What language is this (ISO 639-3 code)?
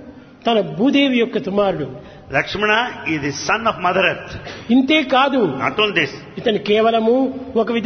tel